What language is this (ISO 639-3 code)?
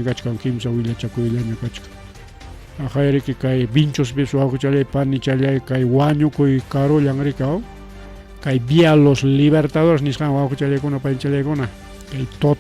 quy